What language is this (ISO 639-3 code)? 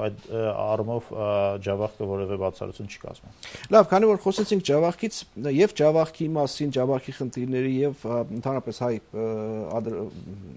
hye